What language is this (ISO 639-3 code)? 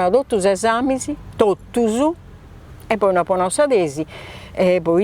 srd